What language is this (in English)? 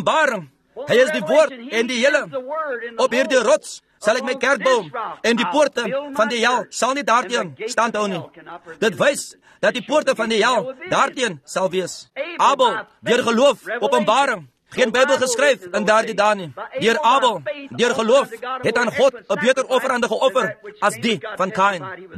Afrikaans